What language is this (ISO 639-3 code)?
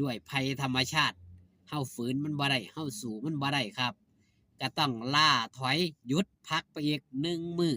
lao